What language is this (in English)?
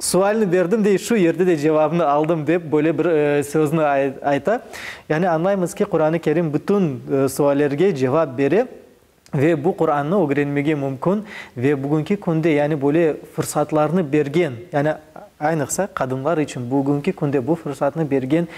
Crimean Tatar